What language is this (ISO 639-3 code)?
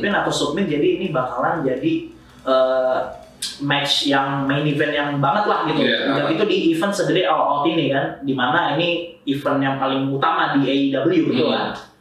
ind